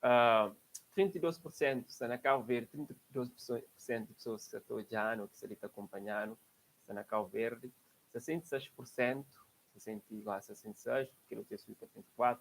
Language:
Kabuverdianu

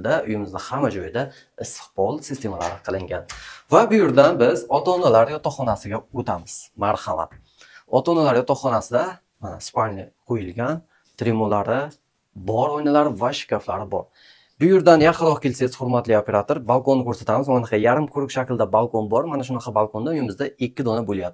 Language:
Uzbek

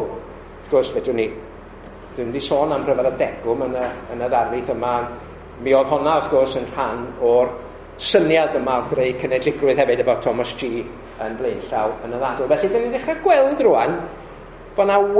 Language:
Welsh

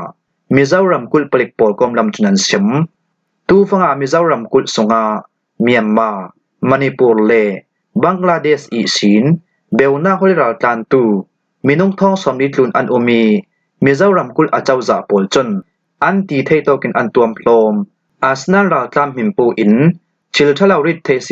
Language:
Falam Chin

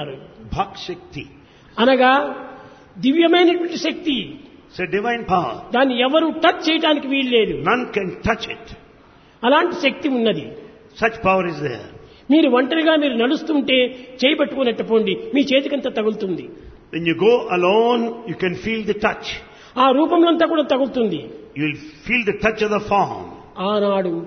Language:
Telugu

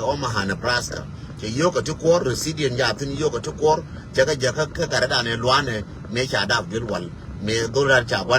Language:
Nuer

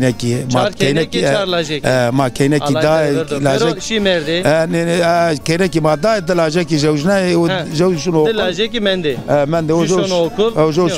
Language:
Zaza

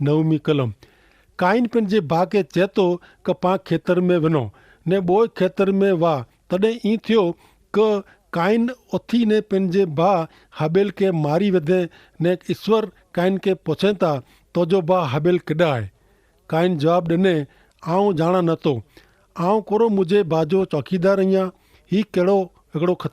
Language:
Kachhi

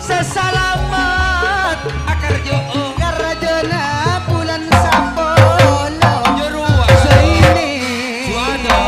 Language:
Madurese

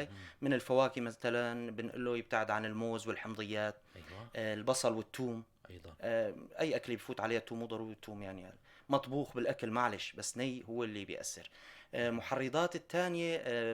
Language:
North Levantine Arabic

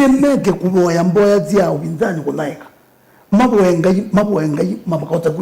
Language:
Kamba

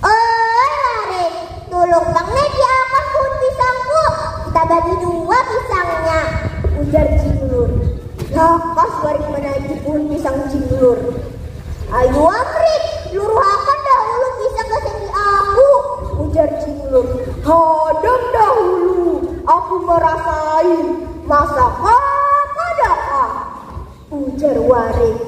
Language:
Banjar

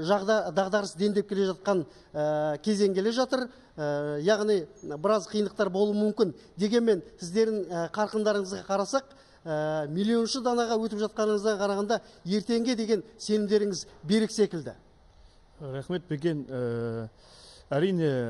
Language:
Kazakh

